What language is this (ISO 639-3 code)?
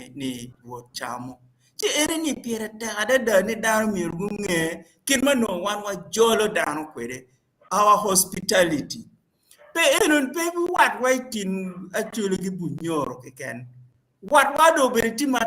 ach